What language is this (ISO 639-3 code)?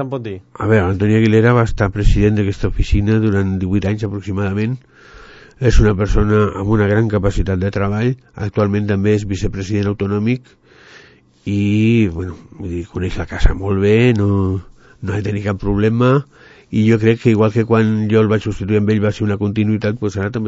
cat